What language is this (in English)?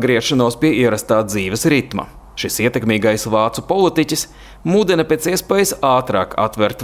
Latvian